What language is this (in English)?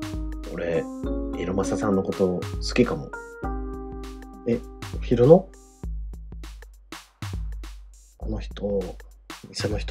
Japanese